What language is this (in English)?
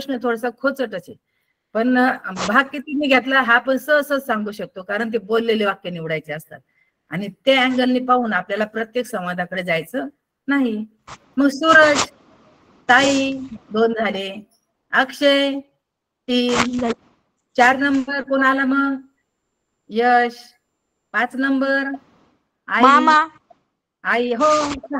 Marathi